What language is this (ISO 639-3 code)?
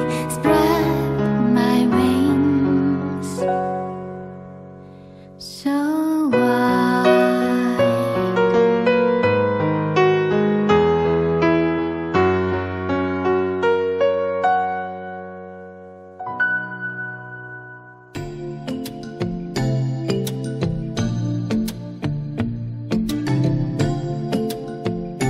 vie